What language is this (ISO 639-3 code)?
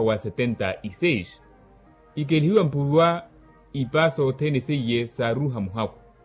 vmw